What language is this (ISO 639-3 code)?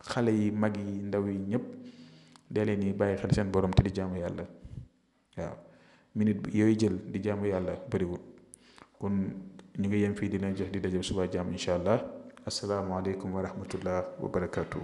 wol